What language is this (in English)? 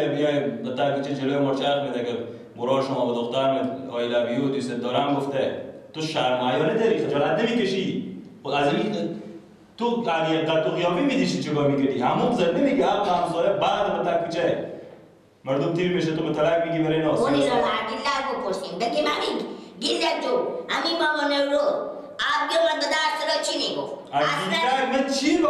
Persian